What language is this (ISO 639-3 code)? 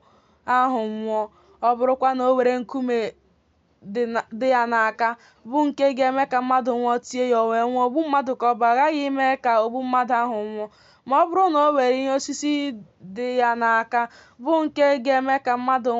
ibo